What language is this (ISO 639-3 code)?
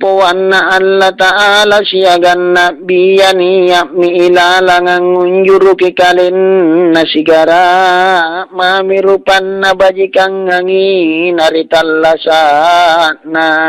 mak